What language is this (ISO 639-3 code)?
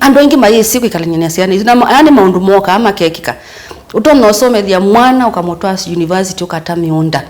kam